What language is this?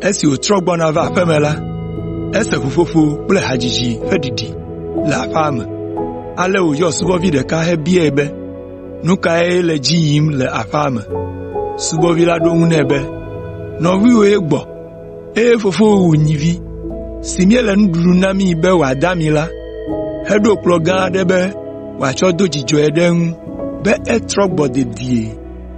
Ewe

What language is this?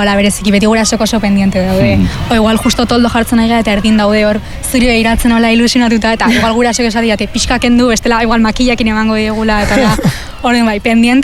Basque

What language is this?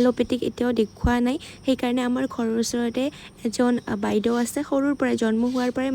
Assamese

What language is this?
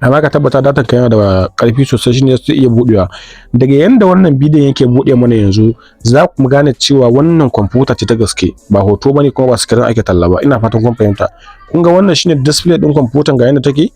Hausa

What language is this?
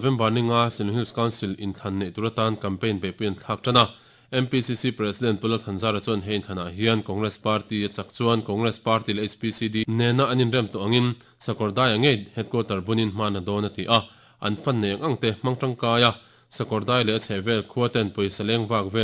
Mizo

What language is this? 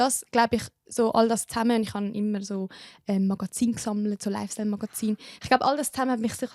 Swiss German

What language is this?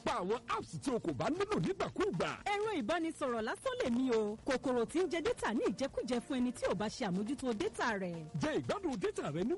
Yoruba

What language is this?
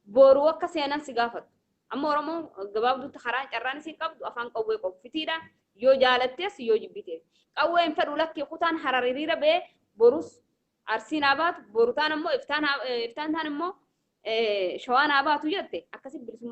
Oromo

